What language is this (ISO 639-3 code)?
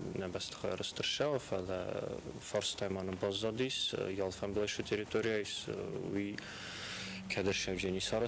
oss